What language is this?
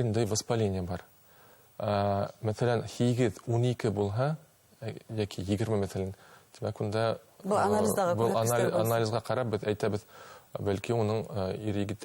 Bashkir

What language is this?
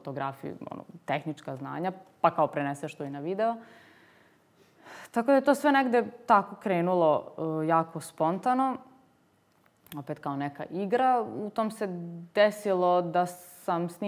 Serbian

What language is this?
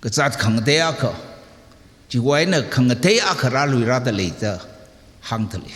Tangkhul Naga (India)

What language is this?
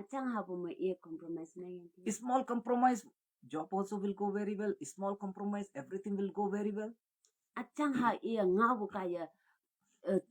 Konyak Naga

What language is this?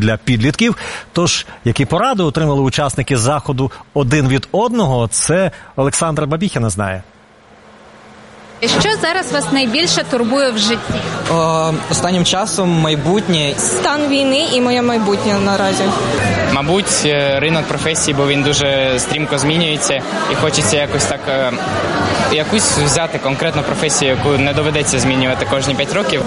Ukrainian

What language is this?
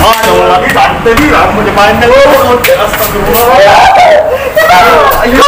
Musi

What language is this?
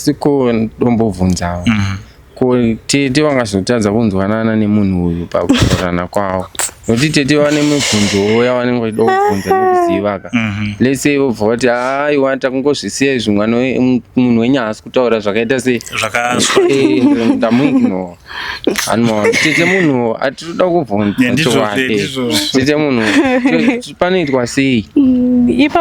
Shona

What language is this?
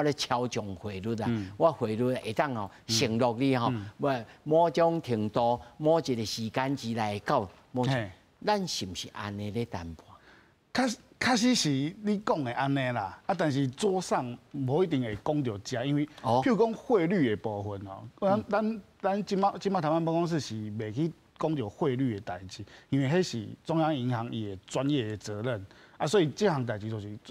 Min Nan Chinese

